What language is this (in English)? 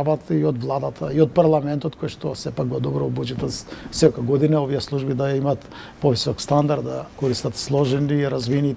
Macedonian